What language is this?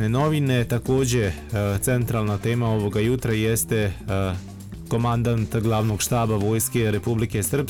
Bosnian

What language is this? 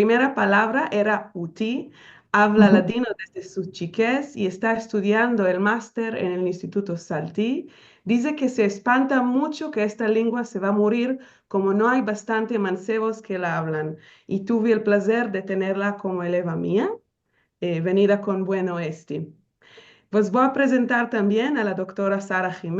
Ladino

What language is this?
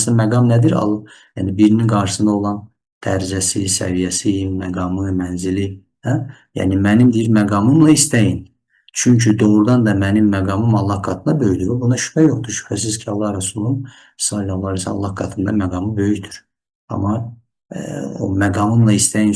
Azerbaijani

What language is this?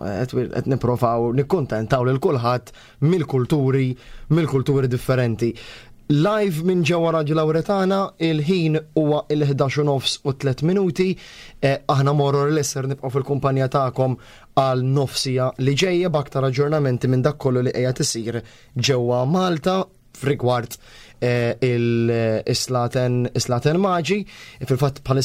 Maltese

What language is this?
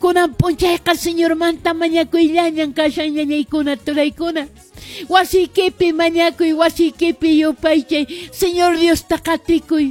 Quechua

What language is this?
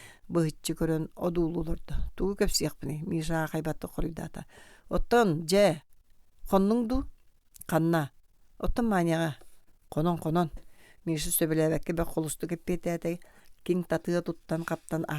Yakut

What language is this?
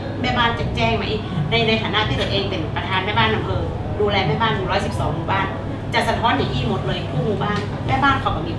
Thai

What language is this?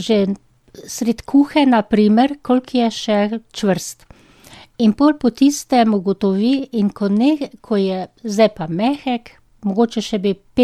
Slovenian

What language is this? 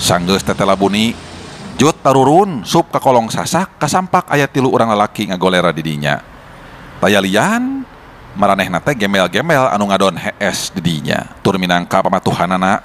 Sundanese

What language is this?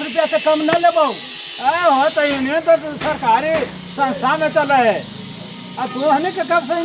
Magahi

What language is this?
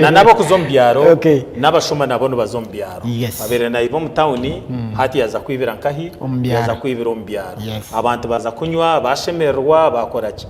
Nyankole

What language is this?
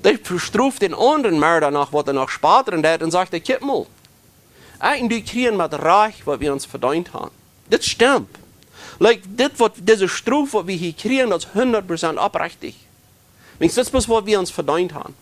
Plautdietsch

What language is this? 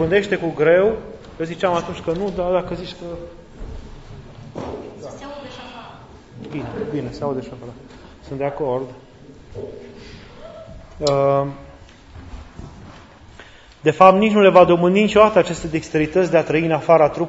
Romanian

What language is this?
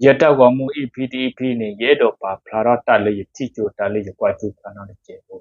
S'gaw Karen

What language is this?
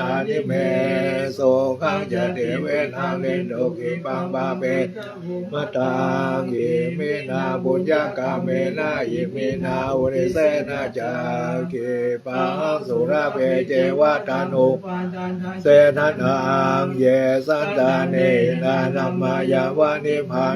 Pali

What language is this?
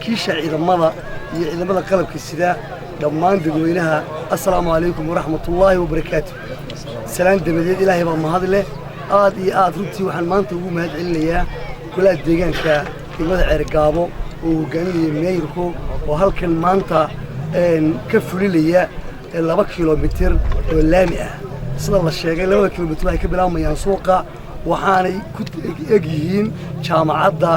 Somali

